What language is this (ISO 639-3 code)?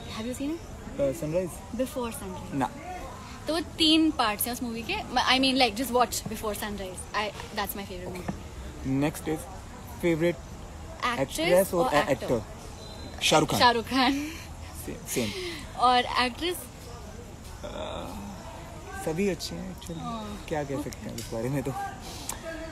hin